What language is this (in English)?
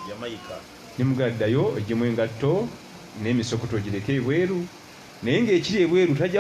Ganda